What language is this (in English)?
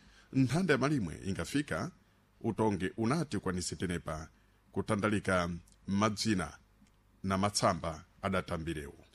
Sena